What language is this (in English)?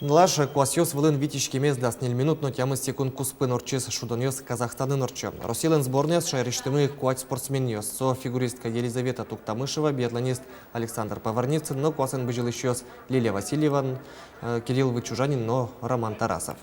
Udmurt